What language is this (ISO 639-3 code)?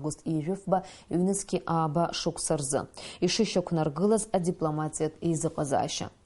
abk